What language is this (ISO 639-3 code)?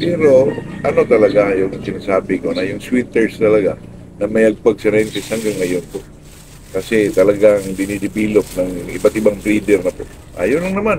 fil